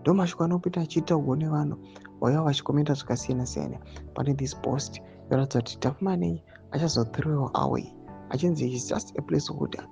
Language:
Shona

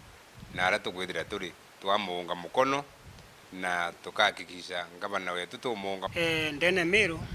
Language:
Meru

